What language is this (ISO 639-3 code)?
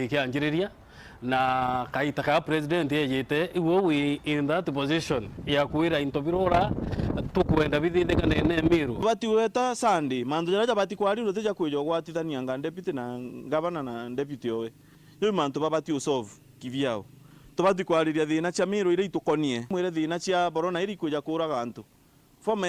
mer